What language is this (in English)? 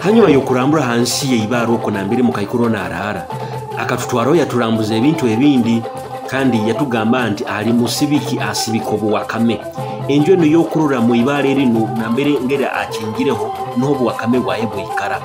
Nyoro